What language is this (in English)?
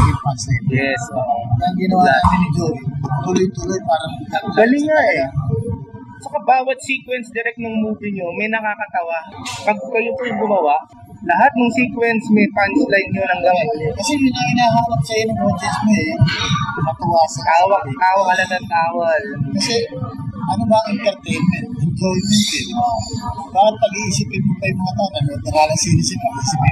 Filipino